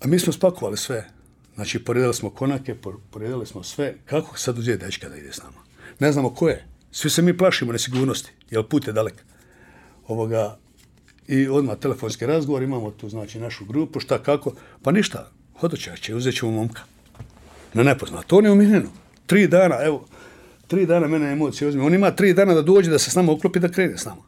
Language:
Bosnian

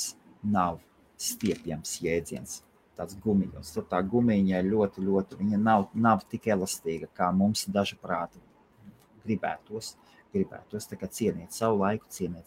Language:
Latvian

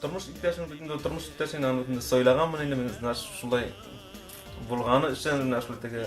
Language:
Tatar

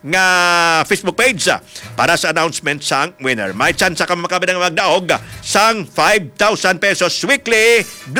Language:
Hiligaynon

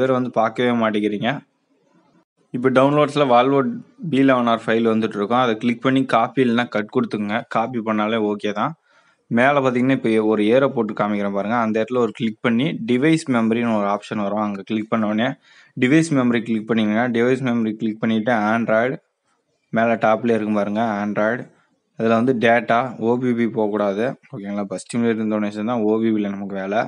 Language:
Tamil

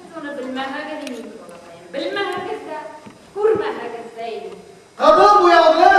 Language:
Bashkir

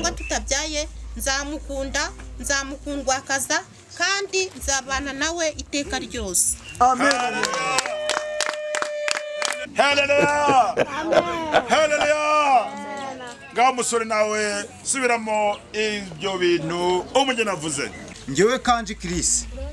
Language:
Kinyarwanda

